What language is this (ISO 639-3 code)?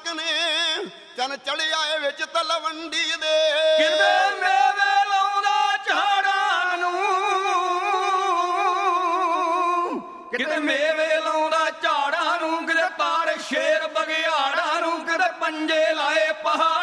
pan